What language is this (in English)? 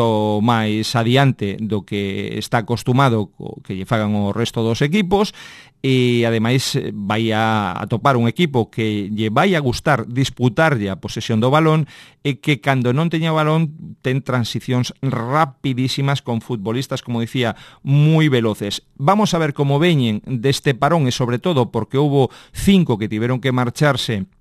Galician